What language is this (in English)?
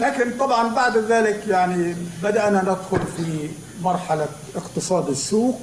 North Levantine Arabic